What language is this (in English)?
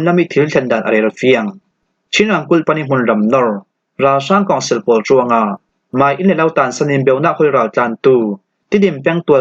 Falam Chin